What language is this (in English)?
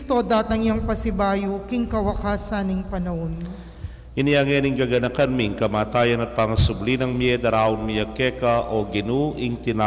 Pampanga